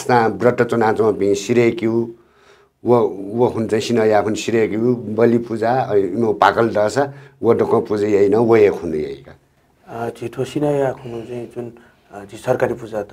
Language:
Newari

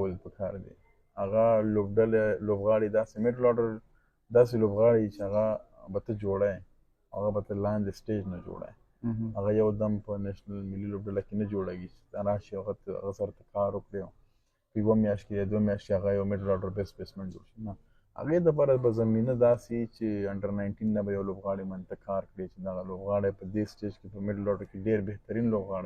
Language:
Pashto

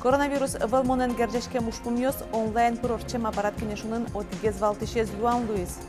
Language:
Udmurt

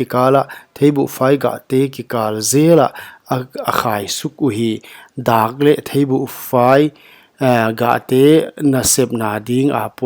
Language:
Paite Chin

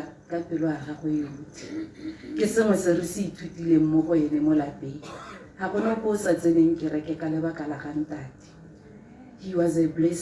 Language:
Tswana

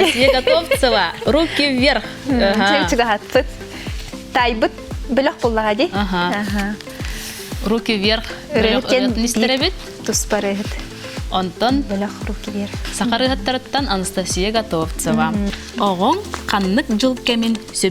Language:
Yakut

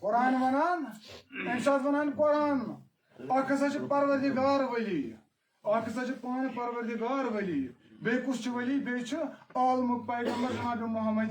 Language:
Kashmiri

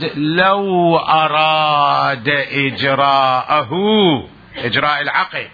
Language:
Mesopotamian Arabic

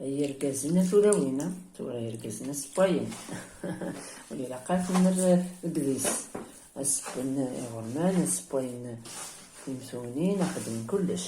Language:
Kabyle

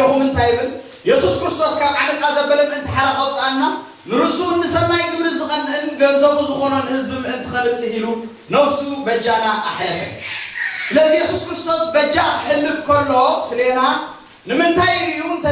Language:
Tigrinya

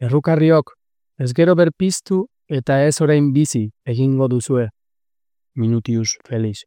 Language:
Basque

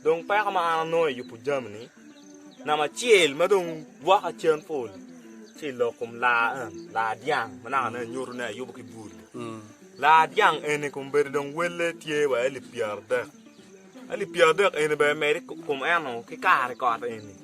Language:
Acoli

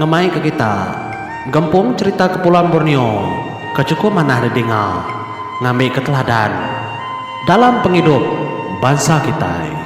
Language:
Iban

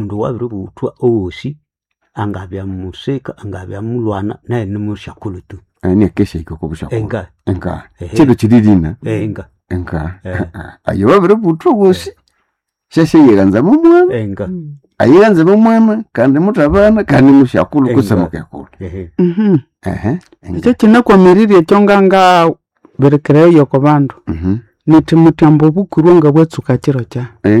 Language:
Nande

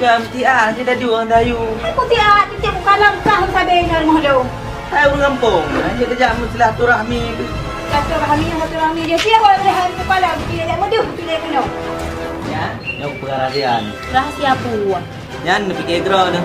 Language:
Achinese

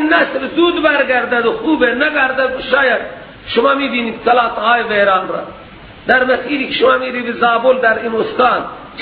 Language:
Persian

